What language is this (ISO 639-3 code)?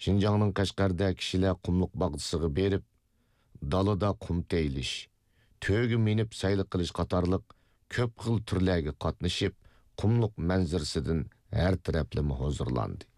uig